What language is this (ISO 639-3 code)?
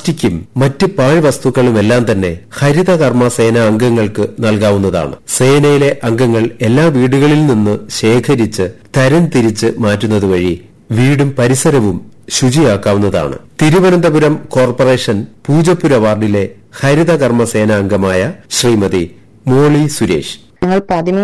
mal